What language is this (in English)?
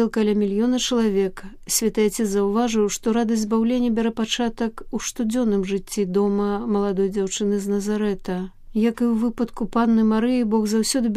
Belarusian